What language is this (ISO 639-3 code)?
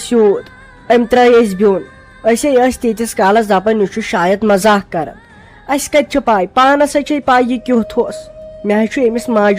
kas